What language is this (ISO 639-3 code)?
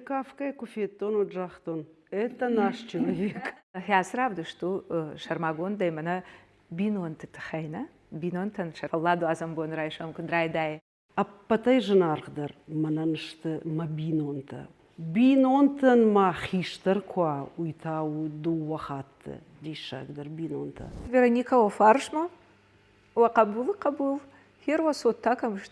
oss